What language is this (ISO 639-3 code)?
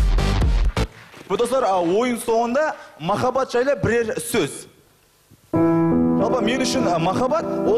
kaz